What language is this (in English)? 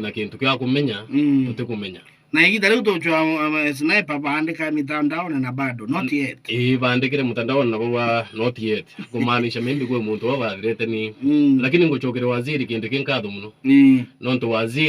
Meru